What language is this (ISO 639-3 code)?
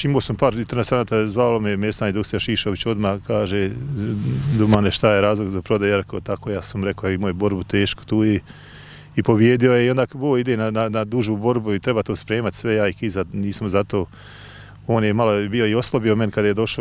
bos